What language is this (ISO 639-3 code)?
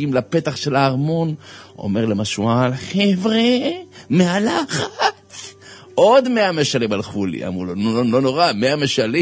heb